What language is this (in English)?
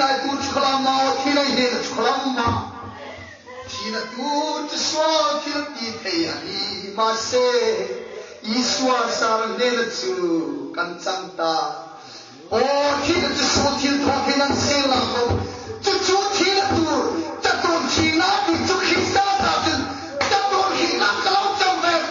Hmar